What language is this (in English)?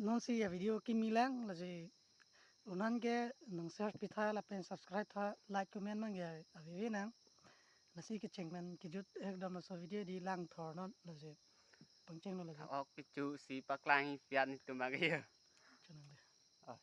Karbi